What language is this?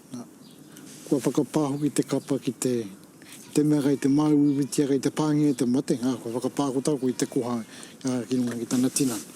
Māori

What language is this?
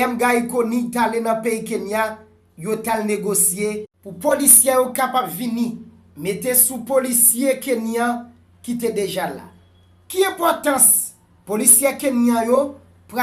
Haitian Creole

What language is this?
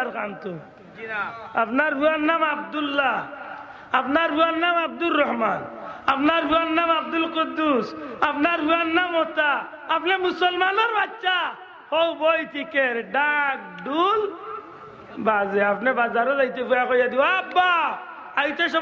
Sylheti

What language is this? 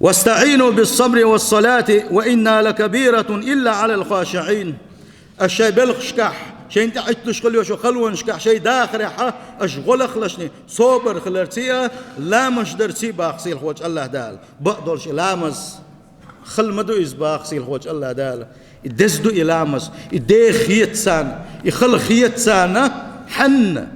Chechen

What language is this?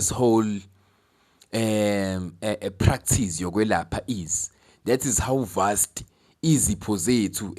Zulu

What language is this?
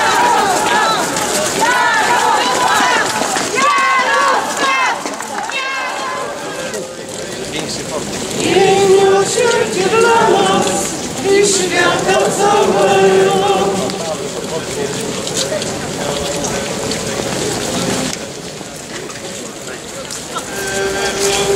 Polish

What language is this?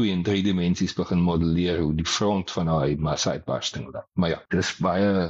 Afrikaans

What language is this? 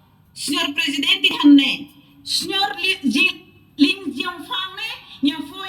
Tetum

